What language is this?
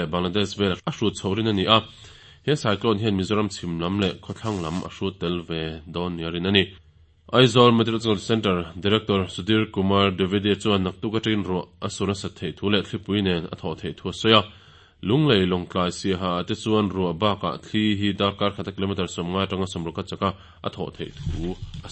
Mizo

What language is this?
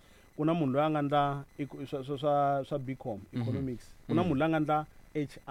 Tsonga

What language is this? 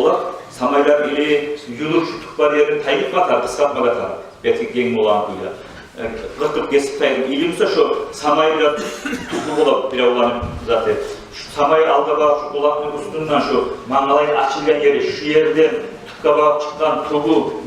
Kumyk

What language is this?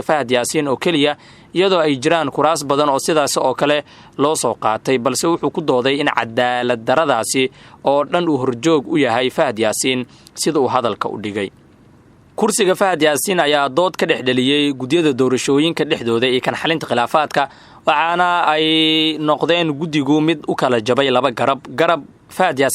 Somali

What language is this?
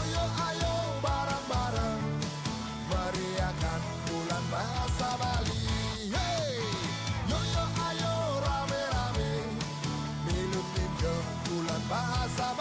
Balinese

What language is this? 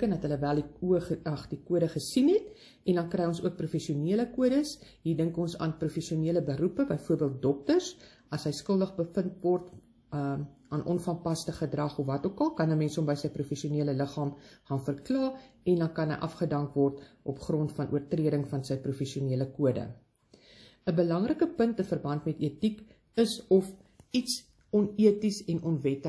Afrikaans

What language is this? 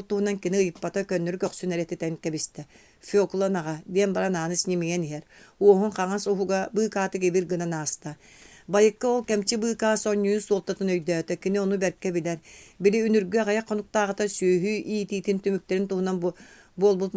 Yakut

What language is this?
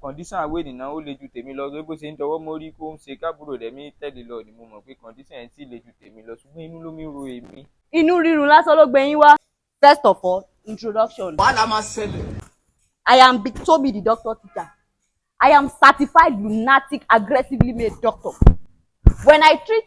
Yoruba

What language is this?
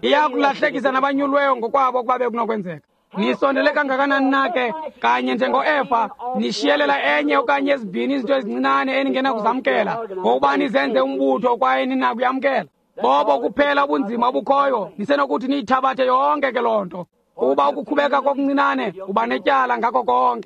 Xhosa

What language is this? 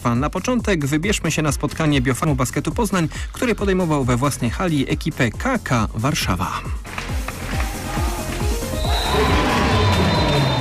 Polish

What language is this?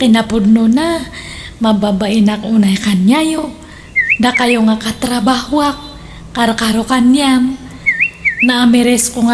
Iloko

